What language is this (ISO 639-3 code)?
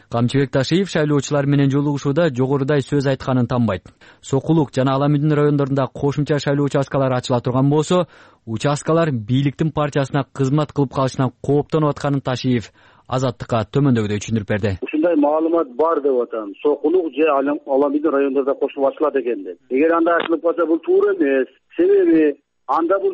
kir